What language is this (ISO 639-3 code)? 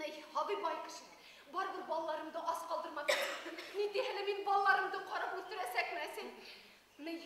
bak